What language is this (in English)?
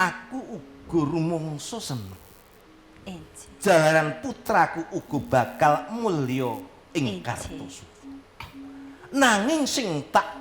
Javanese